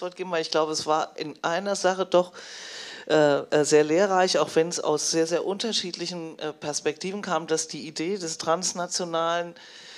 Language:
German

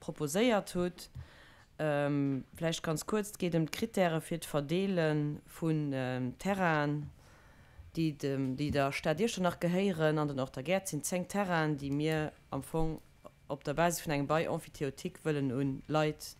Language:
Luxembourgish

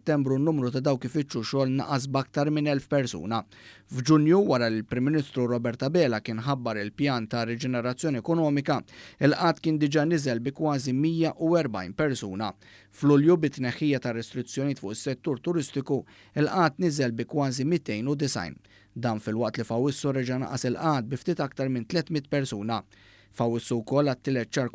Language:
Maltese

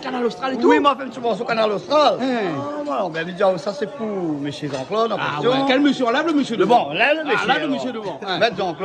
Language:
Réunion Creole French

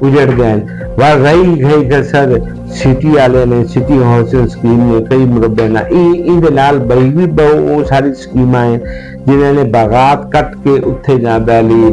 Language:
Saraiki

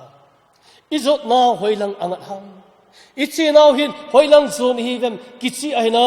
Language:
Thado Chin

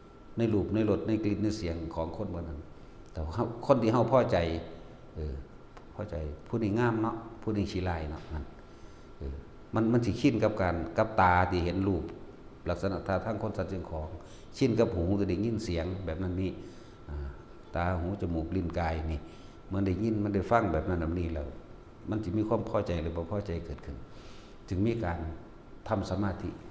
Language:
Northeastern Thai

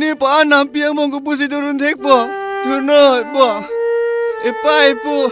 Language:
Karbi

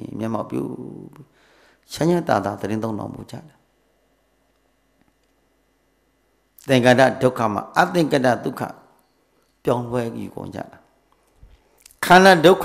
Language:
Burmese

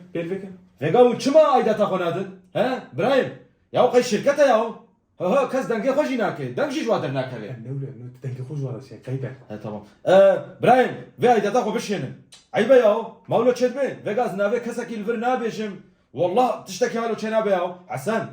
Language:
Kurdish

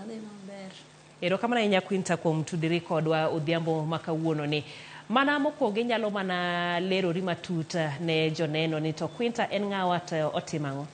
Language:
Luo (Kenya and Tanzania)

